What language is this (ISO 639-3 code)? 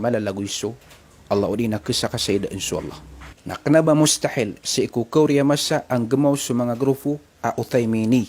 mrw